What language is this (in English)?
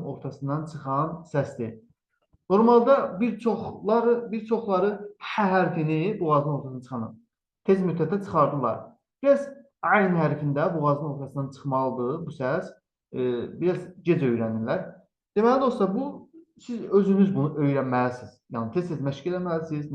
Azerbaijani